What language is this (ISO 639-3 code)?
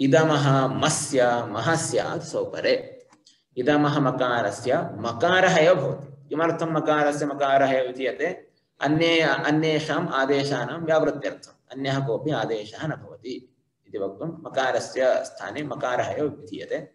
san